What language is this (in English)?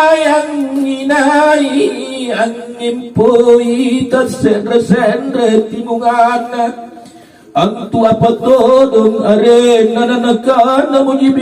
Makasar